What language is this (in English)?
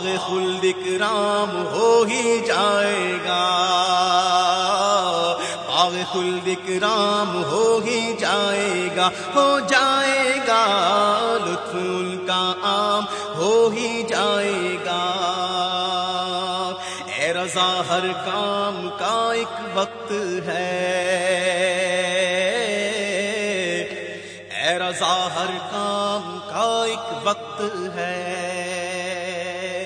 Urdu